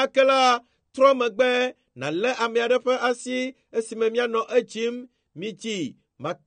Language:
Ewe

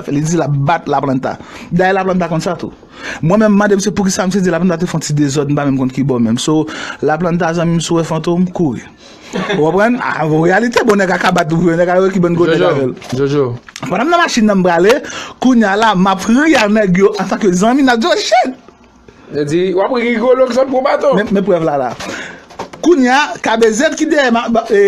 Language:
Haitian Creole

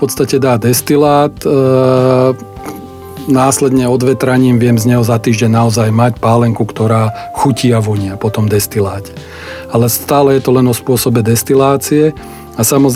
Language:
Slovak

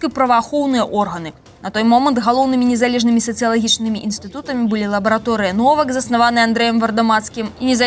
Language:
Belarusian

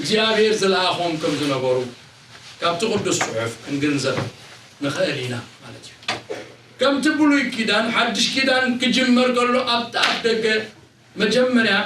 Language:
Tigrinya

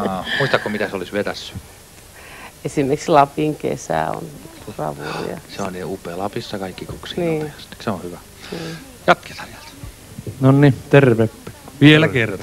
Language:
Finnish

